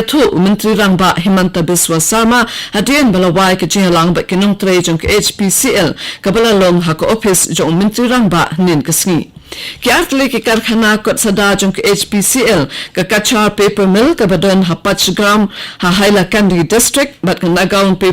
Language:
Khasi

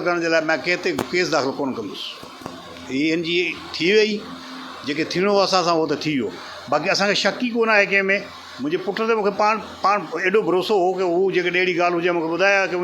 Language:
Sindhi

